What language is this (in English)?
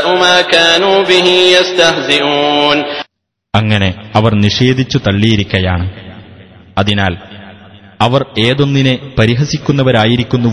Malayalam